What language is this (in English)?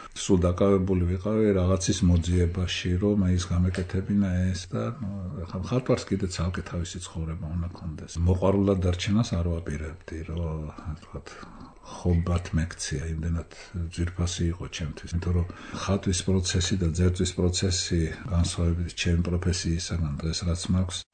Georgian